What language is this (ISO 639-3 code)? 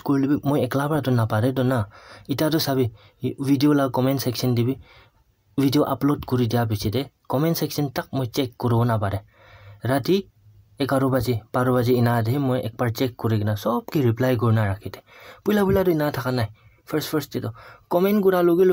nag